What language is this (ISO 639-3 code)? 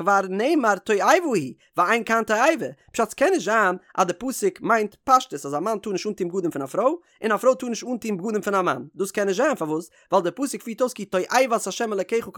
yid